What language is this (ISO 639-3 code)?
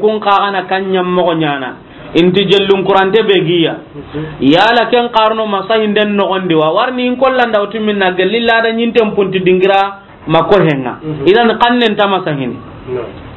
snk